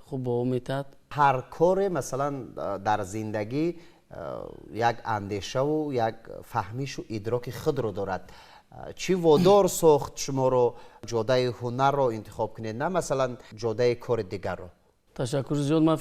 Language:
Tajik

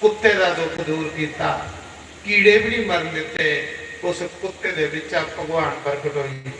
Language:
Dogri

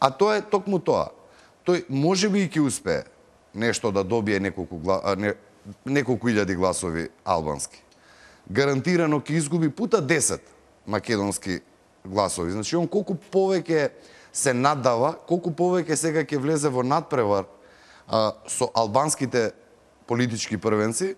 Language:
Macedonian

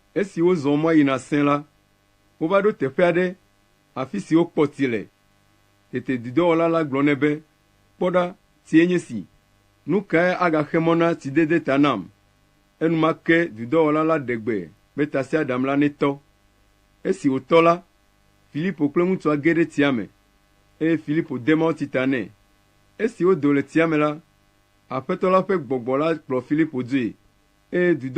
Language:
Ewe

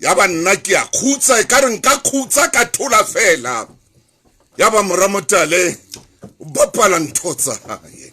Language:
Southern Sotho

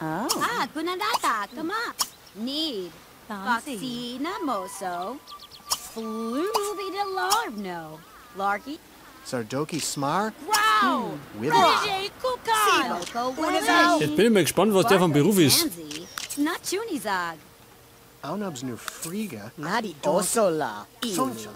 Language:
Bavarian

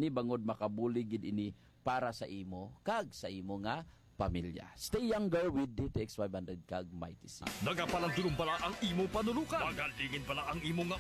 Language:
Hiligaynon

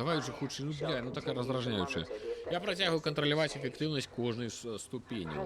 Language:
Belarusian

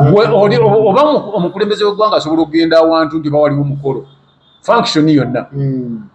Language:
Ganda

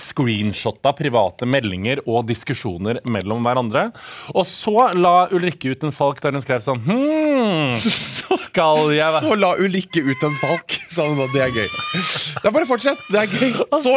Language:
Norwegian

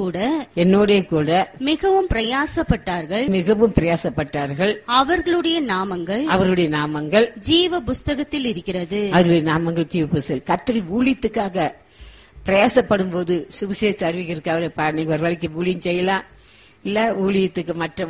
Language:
Tamil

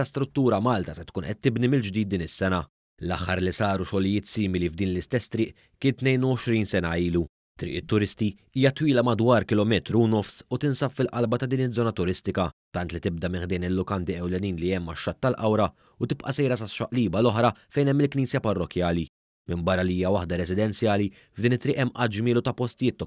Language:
Maltese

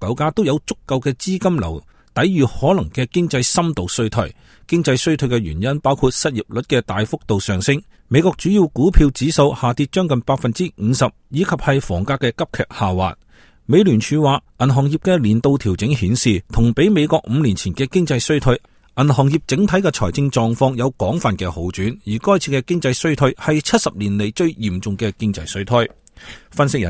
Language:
Cantonese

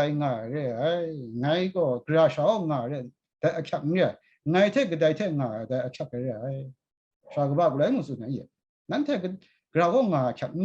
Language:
Kachin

